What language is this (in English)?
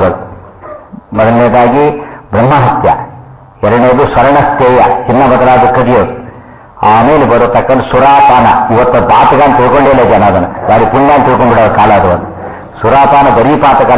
Kannada